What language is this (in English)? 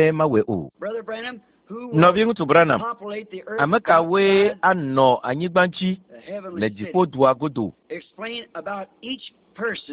Ewe